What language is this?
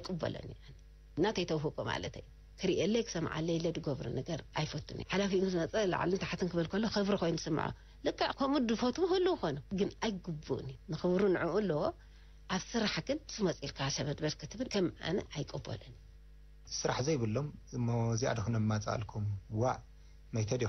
Tigrinya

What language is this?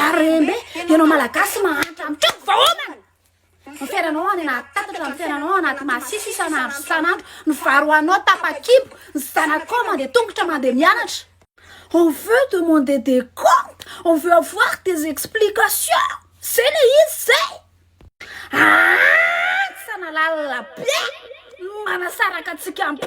Malagasy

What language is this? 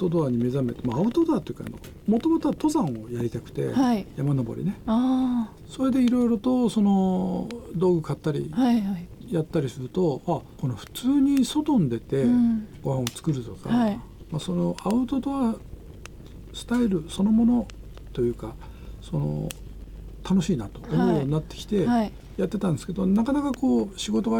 Japanese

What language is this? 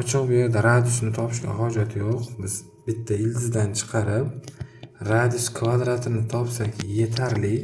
Uzbek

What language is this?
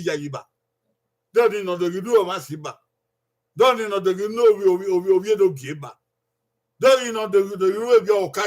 Bini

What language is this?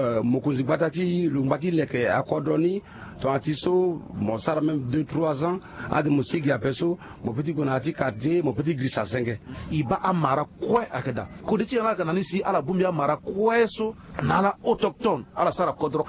Sango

